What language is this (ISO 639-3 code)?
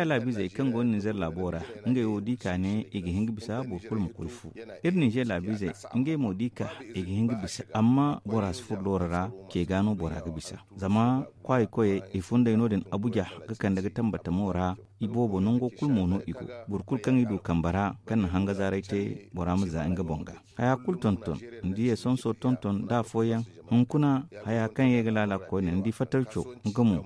dje